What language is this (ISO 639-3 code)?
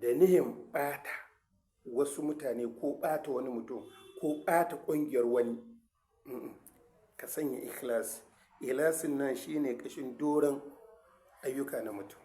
hau